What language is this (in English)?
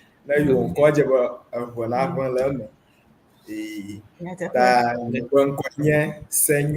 Ewe